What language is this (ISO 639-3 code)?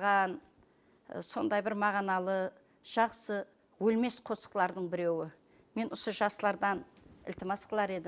kaa